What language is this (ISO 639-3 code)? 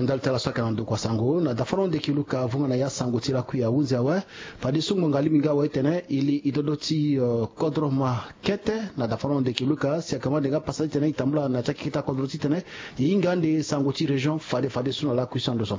sag